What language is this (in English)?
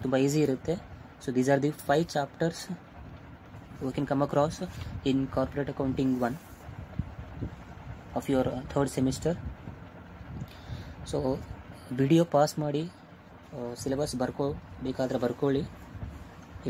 Kannada